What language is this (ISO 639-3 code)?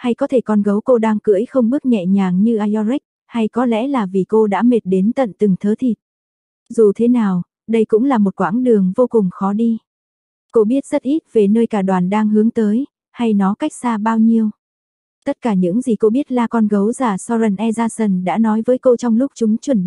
vie